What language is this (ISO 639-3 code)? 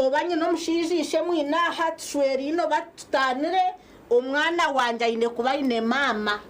nyn